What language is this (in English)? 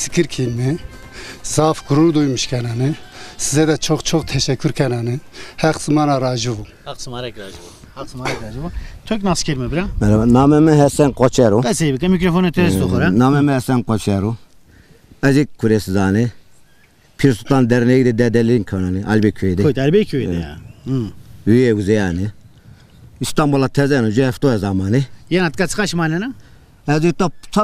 Zaza